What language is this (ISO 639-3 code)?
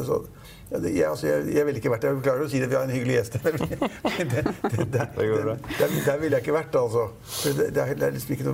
nor